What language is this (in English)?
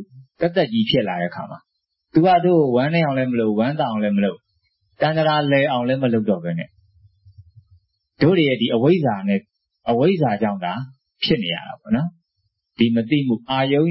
Burmese